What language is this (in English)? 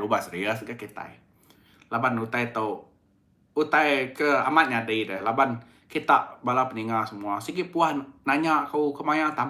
Iban